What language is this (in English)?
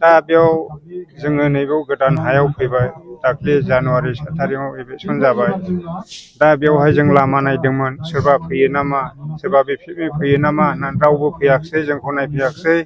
Bodo